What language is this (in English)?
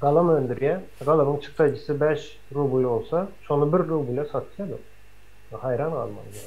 Turkmen